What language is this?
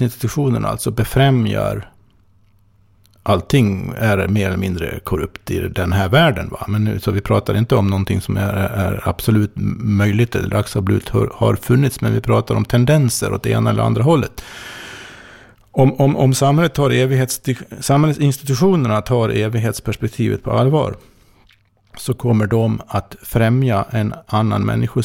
Swedish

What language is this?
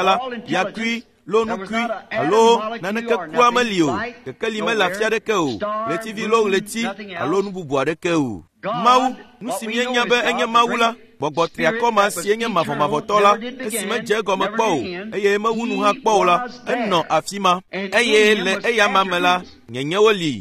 Ewe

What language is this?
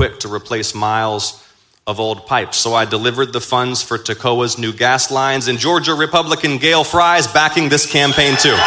English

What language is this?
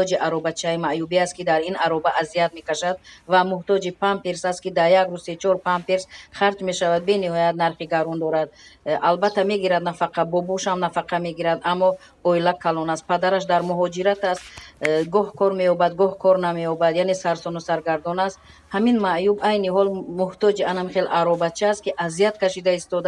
Tajik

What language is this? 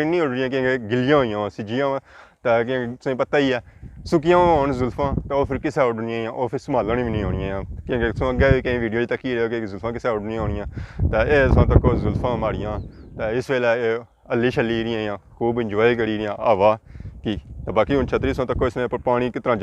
Pahari-Potwari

